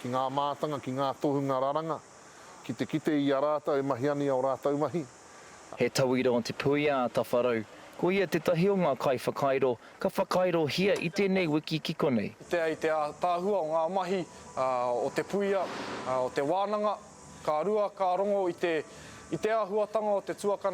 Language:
Māori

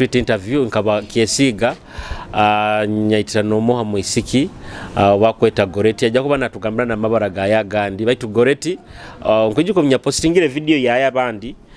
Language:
Nyoro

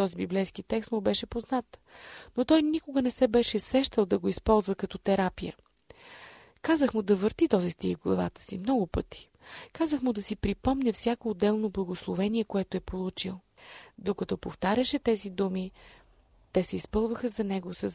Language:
Bulgarian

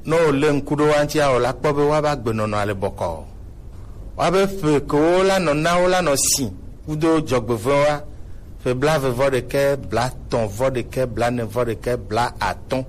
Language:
Gen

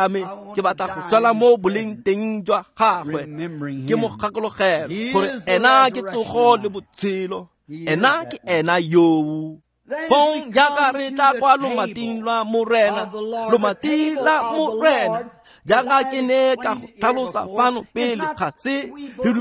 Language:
Tswana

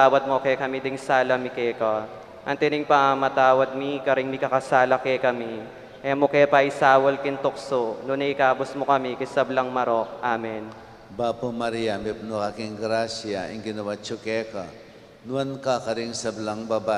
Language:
Pampanga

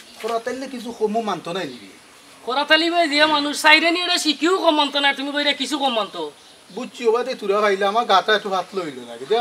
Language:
Sylheti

